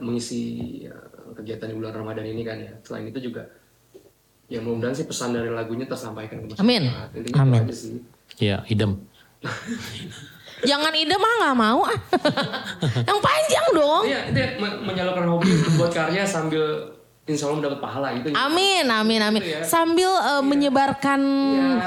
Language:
Indonesian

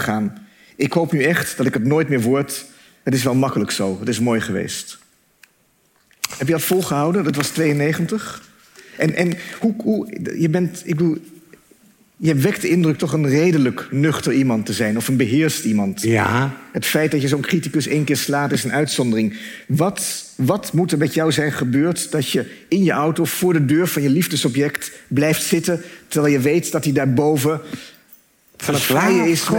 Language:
Dutch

